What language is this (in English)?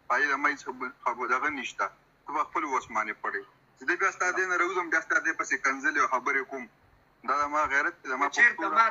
Pashto